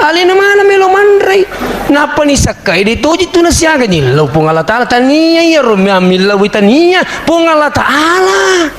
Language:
Buginese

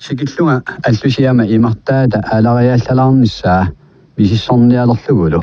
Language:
Kalaallisut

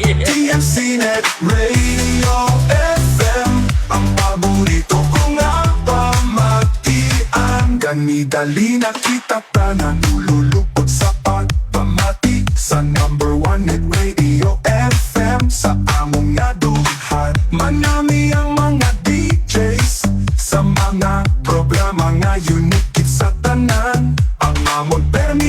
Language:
Hiligaynon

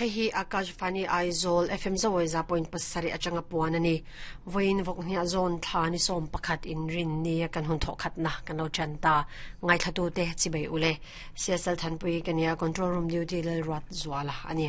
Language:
Mizo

